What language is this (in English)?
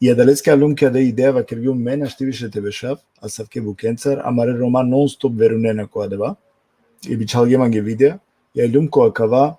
Balkan Romani